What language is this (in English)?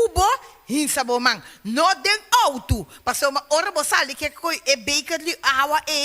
Papiamento